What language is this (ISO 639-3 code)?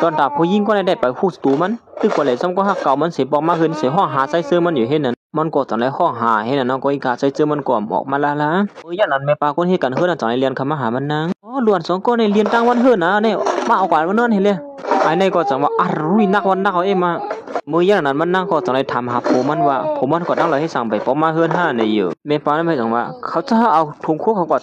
shn